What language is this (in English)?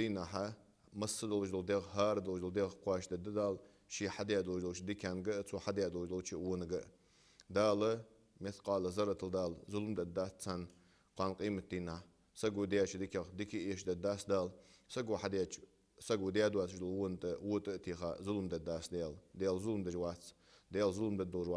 Ingush